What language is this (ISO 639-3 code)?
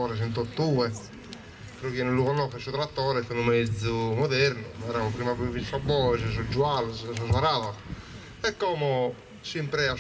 srd